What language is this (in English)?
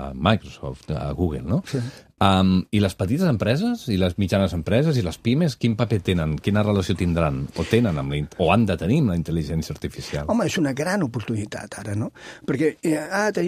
Catalan